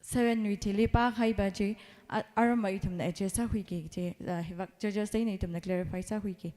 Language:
Tangkhul Naga (India)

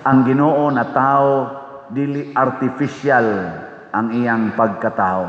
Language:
Cebuano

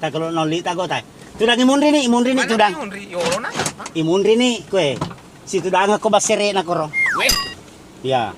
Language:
Buginese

